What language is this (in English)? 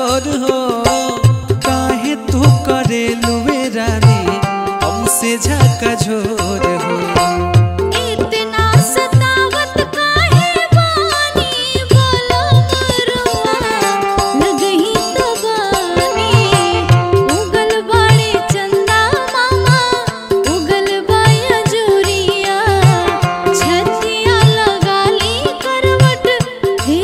Bhojpuri